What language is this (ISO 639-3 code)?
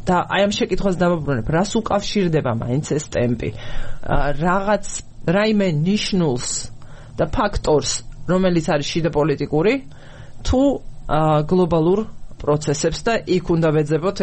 kat